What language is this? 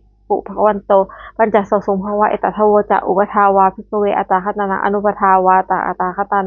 Pali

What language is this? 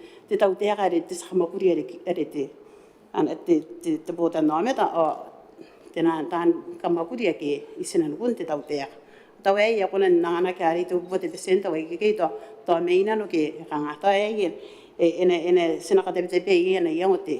Gilbertese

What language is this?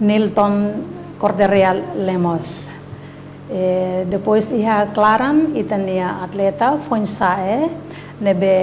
Tetum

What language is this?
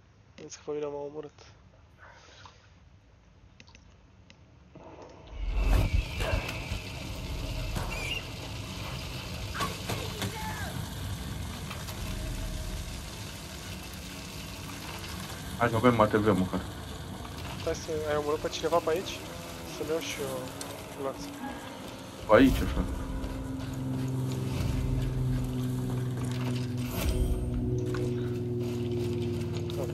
Romanian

